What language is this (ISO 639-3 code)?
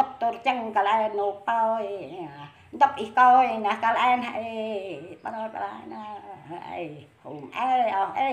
cmo